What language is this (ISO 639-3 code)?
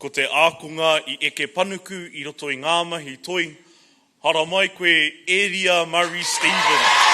mri